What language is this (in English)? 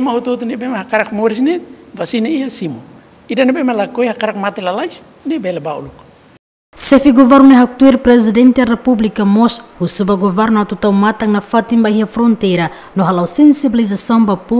Tetum